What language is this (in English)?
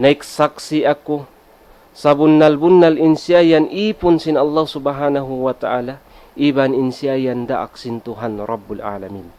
Tausug